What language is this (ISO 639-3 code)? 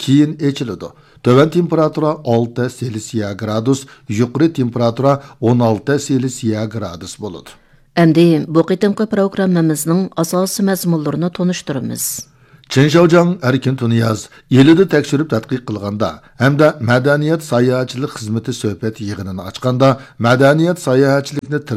uig